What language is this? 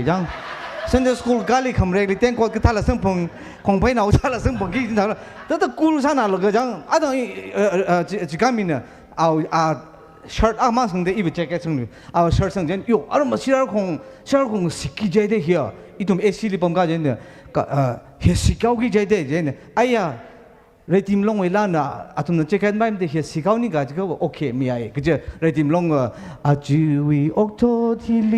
Tangkhul Naga (India)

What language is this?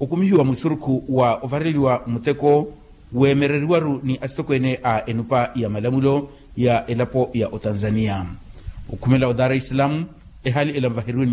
Makhuwa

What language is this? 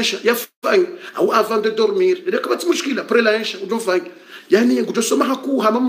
Swahili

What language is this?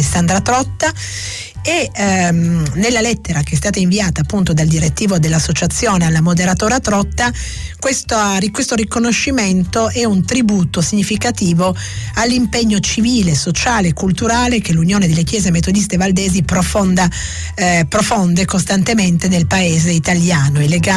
Italian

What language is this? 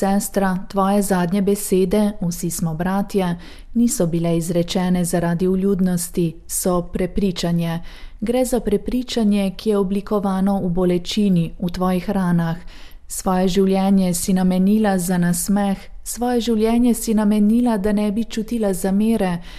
Slovenian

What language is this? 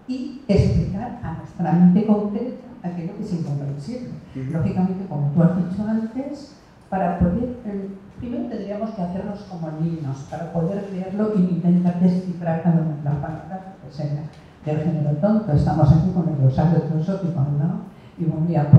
Spanish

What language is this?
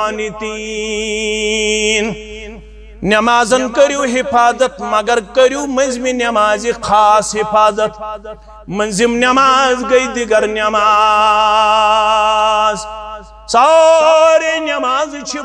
Kashmiri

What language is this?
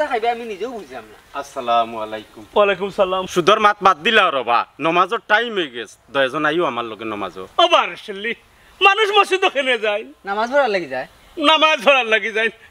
Sylheti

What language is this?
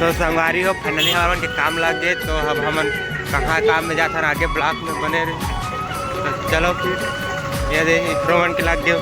Chhattisgarhi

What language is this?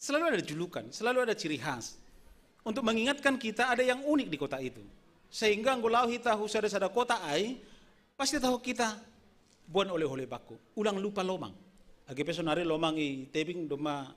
Batak Simalungun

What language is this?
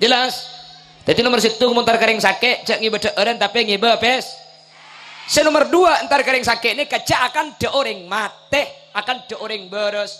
Madurese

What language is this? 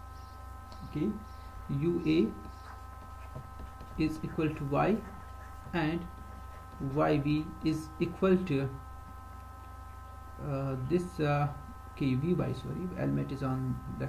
English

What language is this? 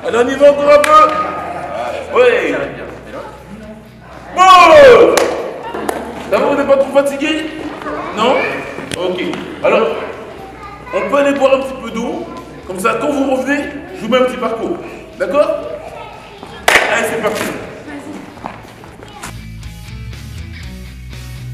French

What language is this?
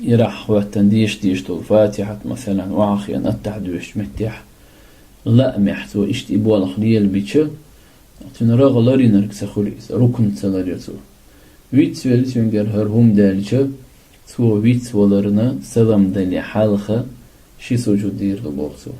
Chechen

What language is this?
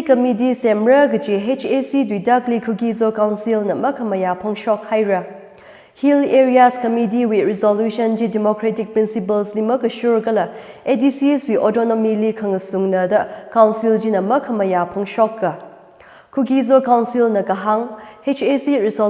Tangkhul Naga (India)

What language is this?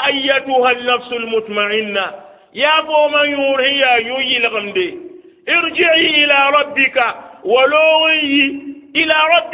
Mossi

